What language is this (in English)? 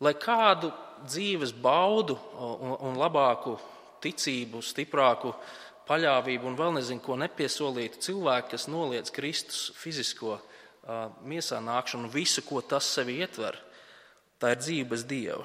Latvian